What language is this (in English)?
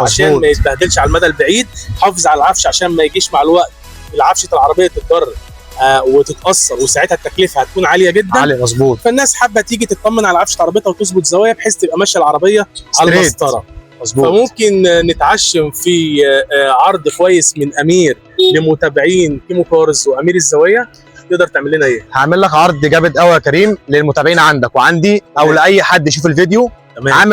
Egyptian Arabic